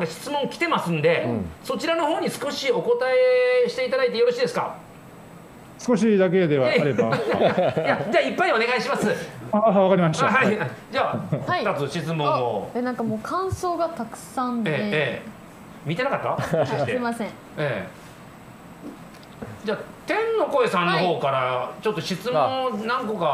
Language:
Japanese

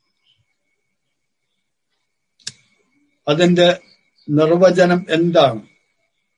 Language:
Malayalam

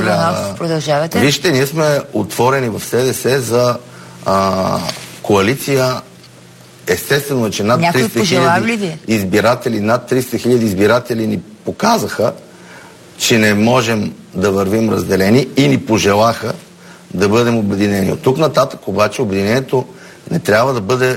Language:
Bulgarian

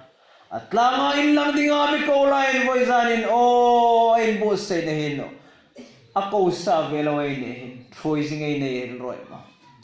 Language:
Hmar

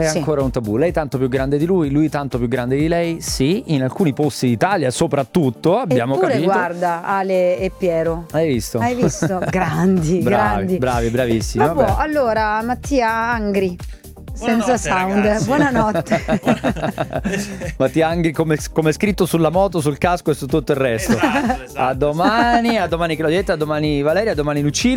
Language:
Italian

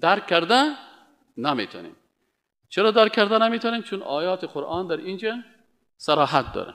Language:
Persian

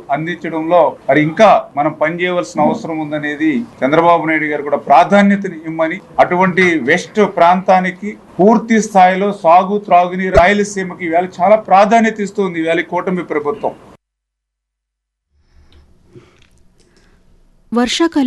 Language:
Telugu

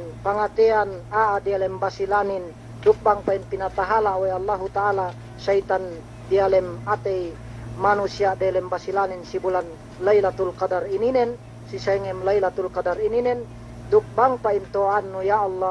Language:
Yakan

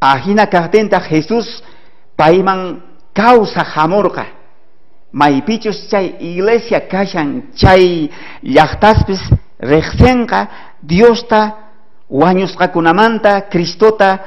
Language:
South Bolivian Quechua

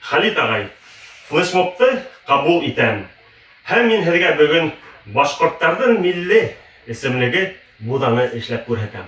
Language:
Bashkir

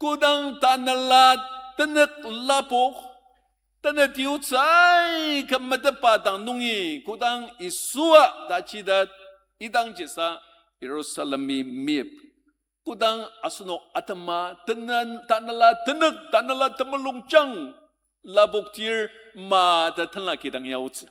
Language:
Ao Naga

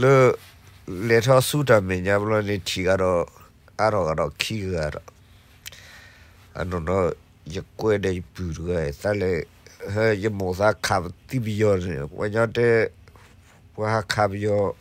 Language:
S'gaw Karen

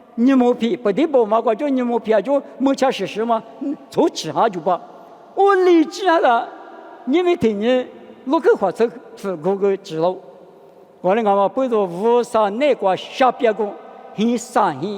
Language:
Lisu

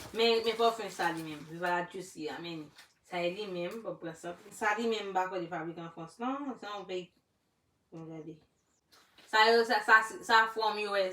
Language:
Haitian Creole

